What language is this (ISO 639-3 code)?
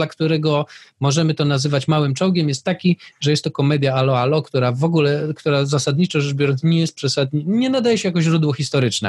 pol